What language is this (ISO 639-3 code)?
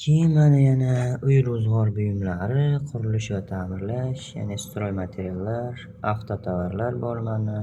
uzb